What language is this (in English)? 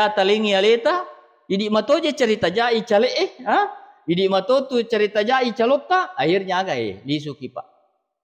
Buginese